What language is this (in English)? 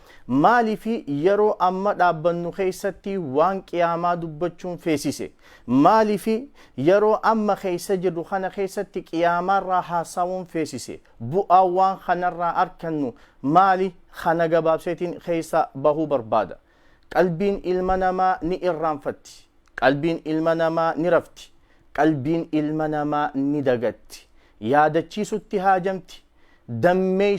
Oromo